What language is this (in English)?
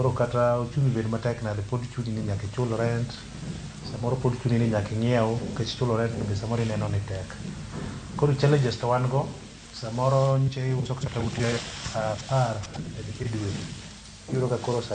Luo (Kenya and Tanzania)